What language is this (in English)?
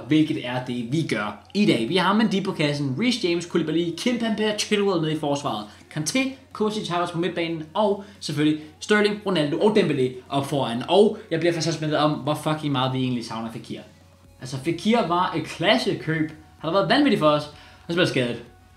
Danish